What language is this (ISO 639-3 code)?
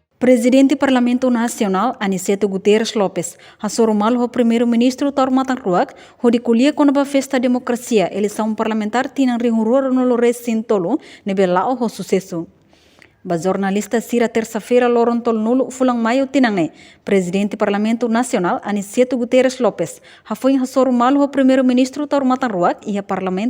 tet